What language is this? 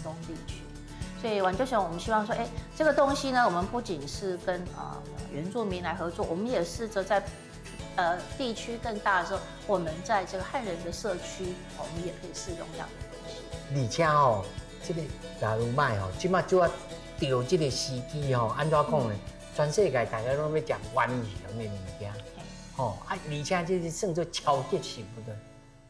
Min Nan Chinese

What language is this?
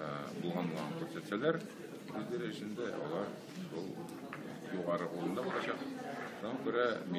Tatar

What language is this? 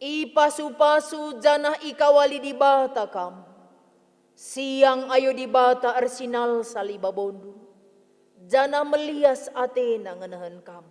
Batak Karo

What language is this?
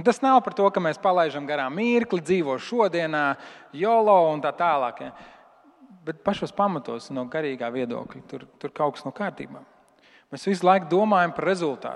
Latvian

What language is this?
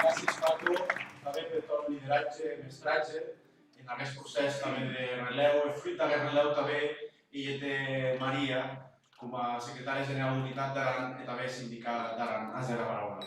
Occitan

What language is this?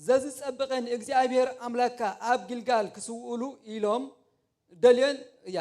Tigrinya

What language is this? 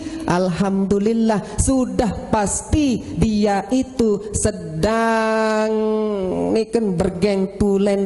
Sasak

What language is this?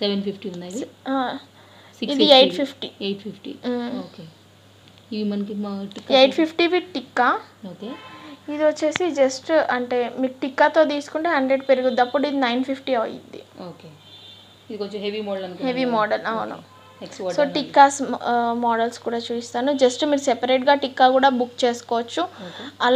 Telugu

